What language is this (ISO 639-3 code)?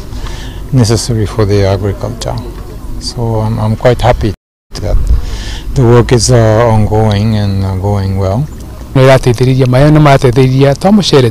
kik